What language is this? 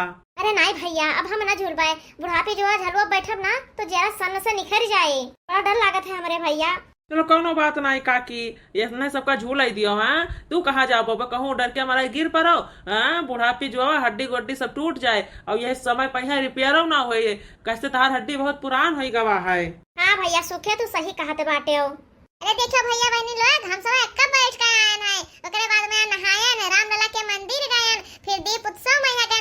Awadhi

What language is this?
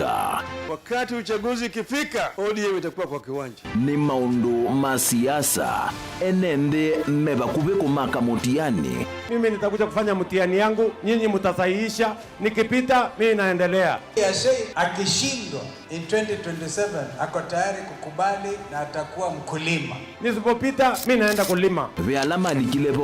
Kamba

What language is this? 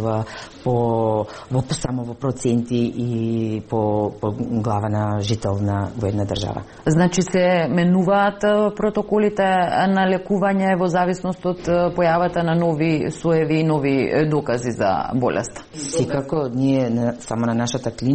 Macedonian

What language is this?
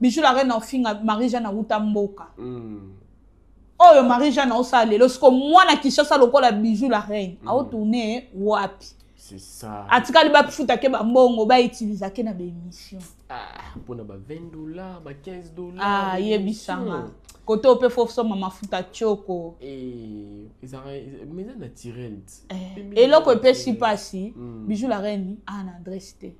Lingala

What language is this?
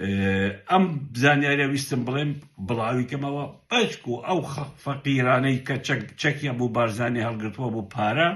Central Kurdish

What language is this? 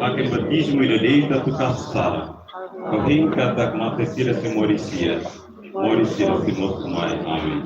Tetum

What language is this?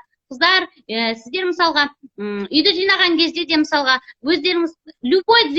Kazakh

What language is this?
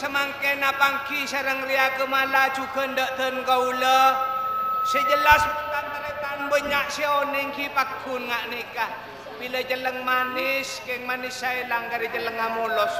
Madurese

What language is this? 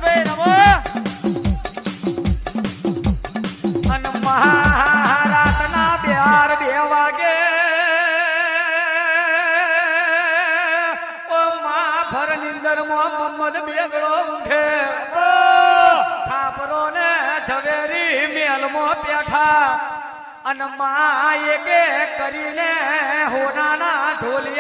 Gujarati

